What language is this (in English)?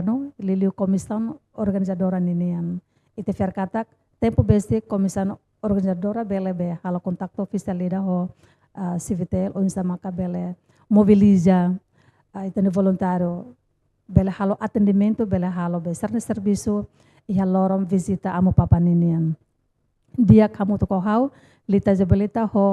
Tetum